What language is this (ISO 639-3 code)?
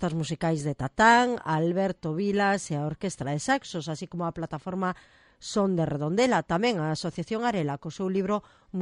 glg